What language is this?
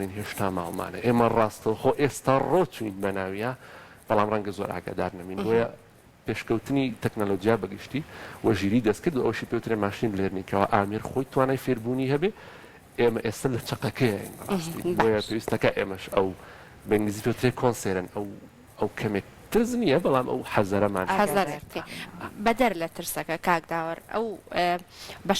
Central Kurdish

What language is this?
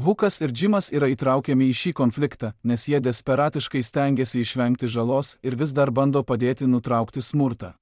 Lithuanian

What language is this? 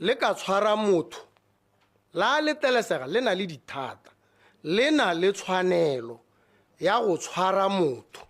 Tswana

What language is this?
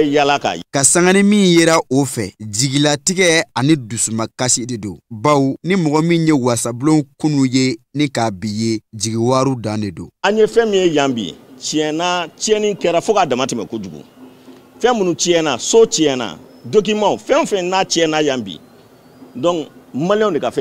Bambara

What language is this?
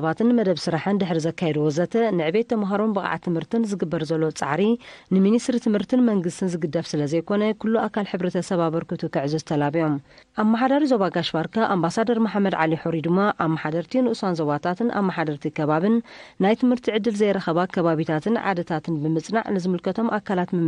Tigrinya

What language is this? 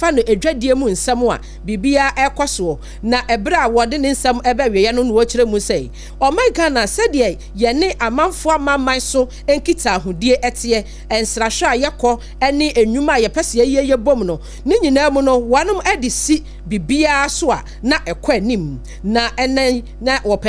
Akan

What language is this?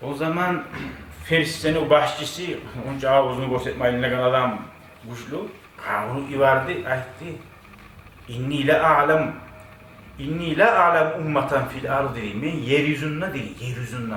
Kumyk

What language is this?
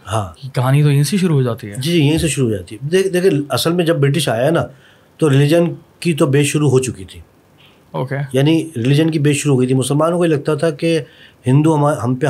Urdu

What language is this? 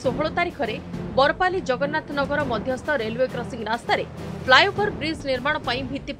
Odia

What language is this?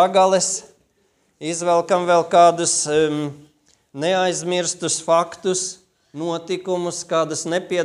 Latvian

